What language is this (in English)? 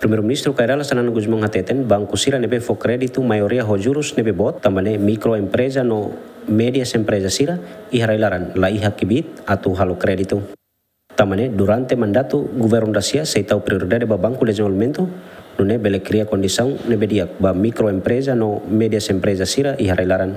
Tetum